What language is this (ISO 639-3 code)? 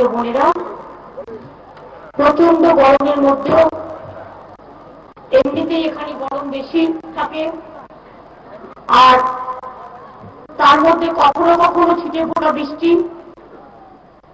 ben